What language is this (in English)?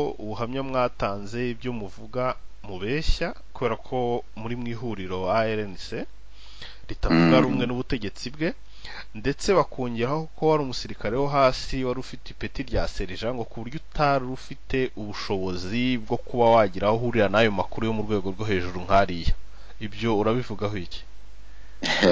Kinyarwanda